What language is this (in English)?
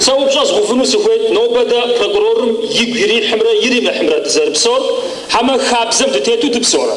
Kabardian